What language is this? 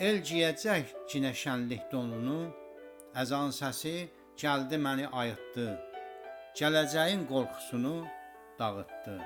South Azerbaijani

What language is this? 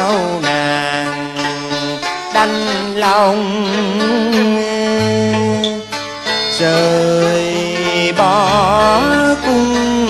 Vietnamese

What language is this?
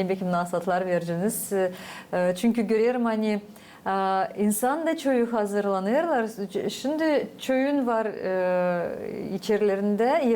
Gagauz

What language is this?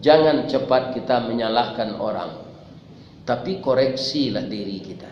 Minangkabau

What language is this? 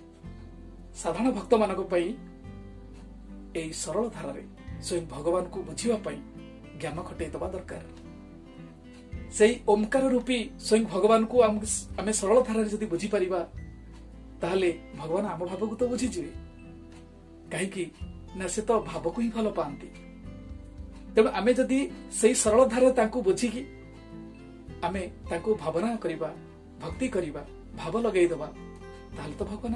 Odia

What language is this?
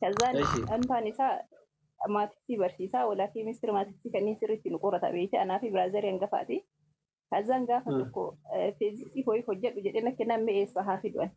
Oromo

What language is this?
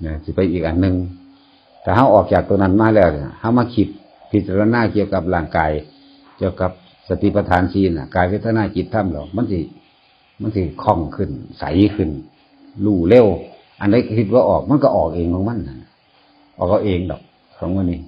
Northeastern Thai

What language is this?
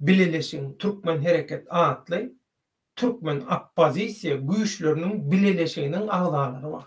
Turkmen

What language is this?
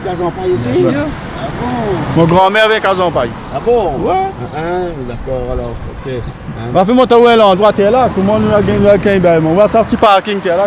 Réunion Creole French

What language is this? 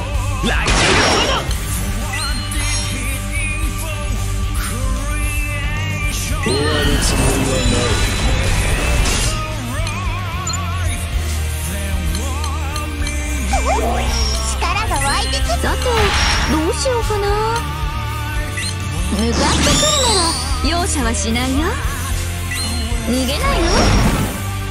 Japanese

